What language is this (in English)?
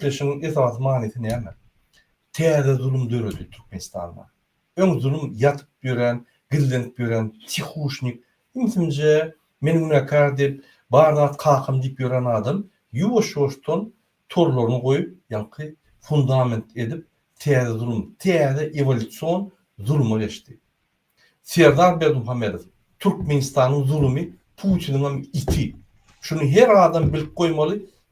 Turkmen